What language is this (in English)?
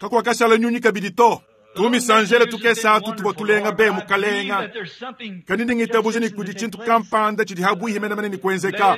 Luba-Lulua